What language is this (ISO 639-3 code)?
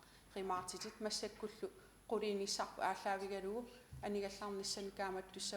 kal